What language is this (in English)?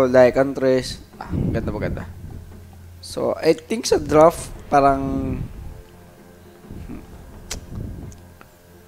Filipino